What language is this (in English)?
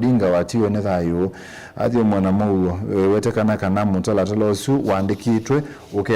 Kamba